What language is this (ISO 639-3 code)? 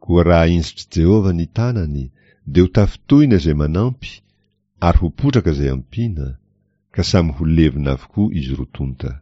mlg